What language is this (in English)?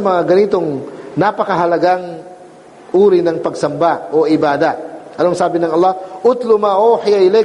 Filipino